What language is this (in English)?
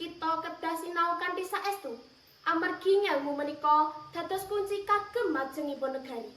Javanese